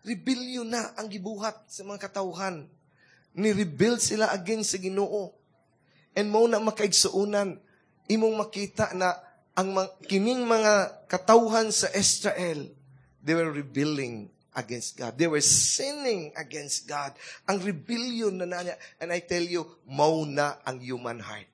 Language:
Cebuano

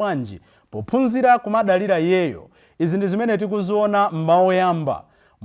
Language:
Nyanja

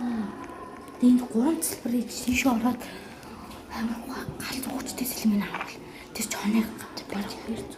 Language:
Mongolian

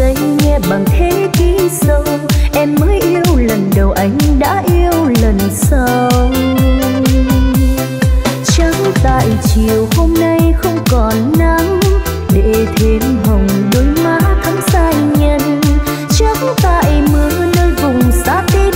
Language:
Vietnamese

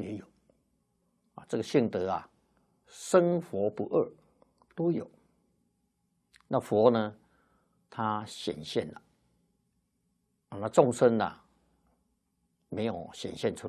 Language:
Chinese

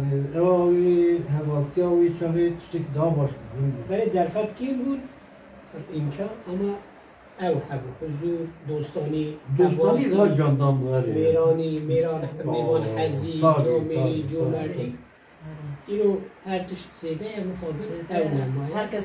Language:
Kurdish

